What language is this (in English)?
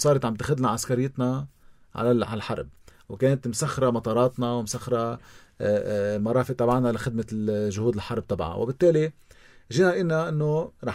North Levantine Arabic